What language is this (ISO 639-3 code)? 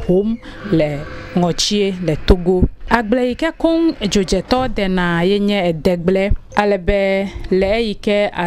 ewe